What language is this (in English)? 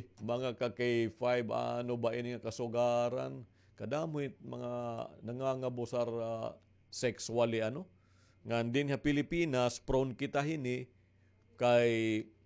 Waray